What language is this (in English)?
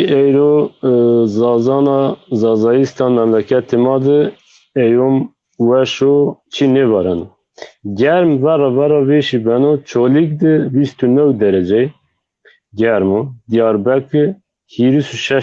Zaza